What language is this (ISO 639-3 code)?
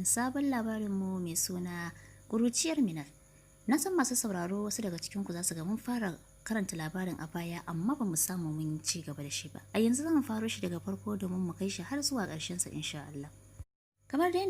hau